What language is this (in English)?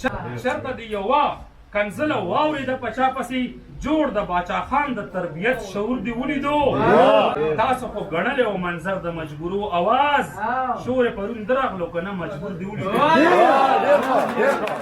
Pashto